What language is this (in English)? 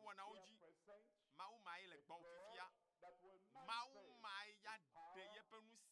Ewe